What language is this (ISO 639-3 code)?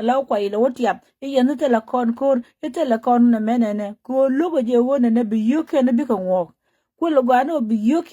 nus